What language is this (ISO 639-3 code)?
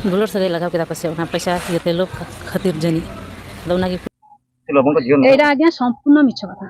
sat